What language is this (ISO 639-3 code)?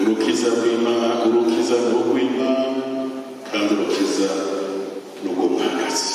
run